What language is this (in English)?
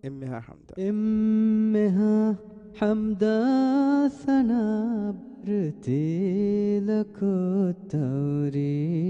Divehi